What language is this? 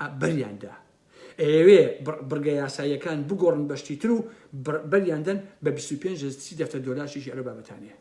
Central Kurdish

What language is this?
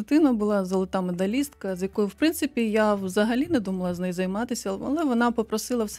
Ukrainian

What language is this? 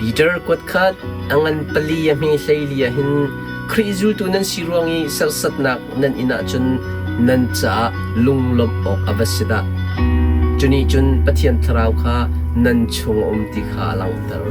Hakha Chin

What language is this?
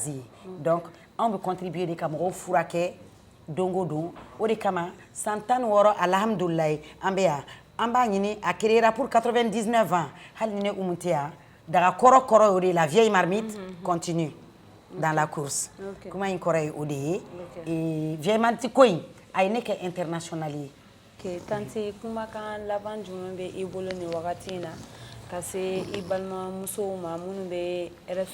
Bambara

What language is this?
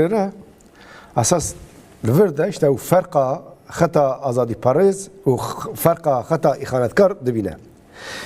Kurdish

